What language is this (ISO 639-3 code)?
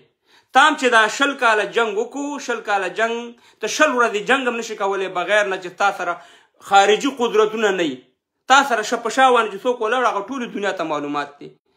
pus